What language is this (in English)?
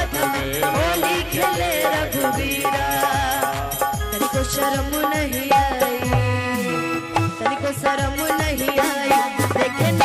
Bhojpuri